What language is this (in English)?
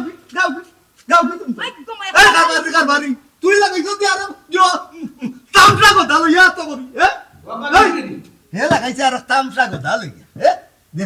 Sylheti